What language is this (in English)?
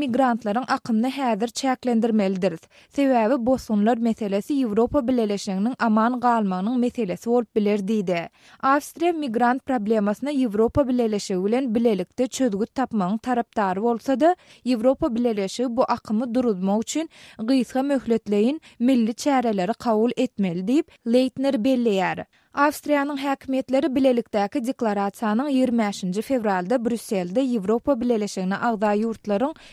Turkmen